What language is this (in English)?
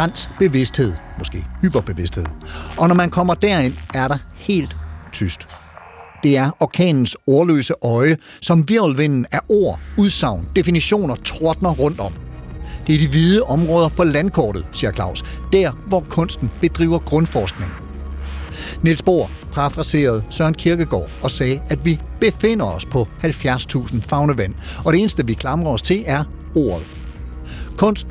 Danish